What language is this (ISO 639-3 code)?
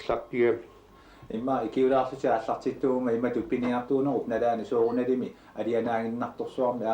kal